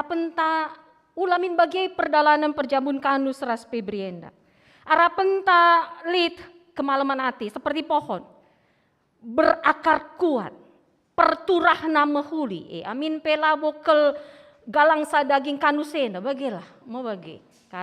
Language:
Batak Karo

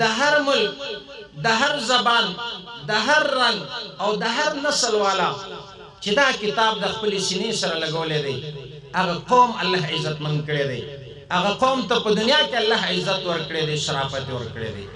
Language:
Pashto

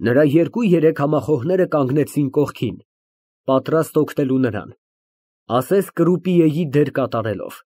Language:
Armenian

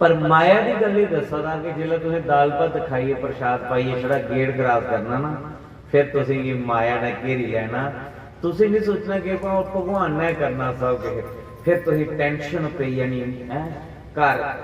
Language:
Dogri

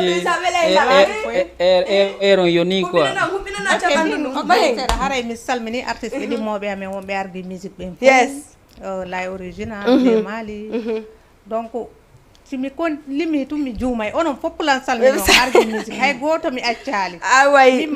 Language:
Fula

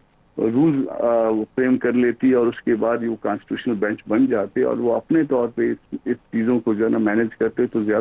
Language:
Hindi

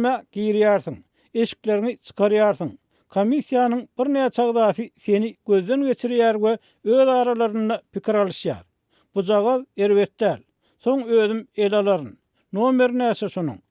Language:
Turkmen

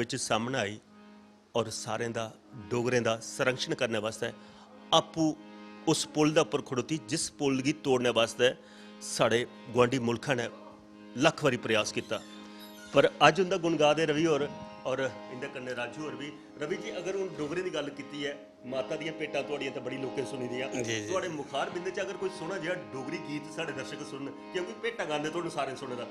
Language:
Dogri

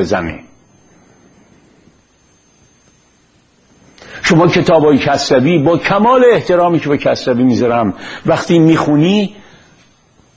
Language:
Persian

